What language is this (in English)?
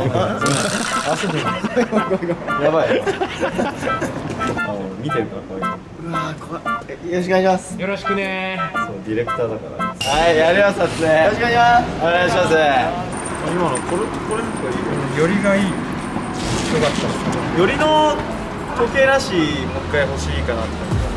Japanese